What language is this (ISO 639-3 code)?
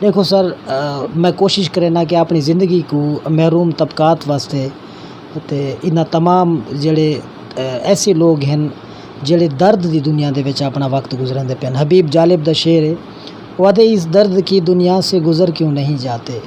skr